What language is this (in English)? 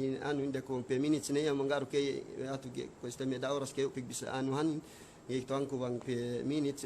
Yakan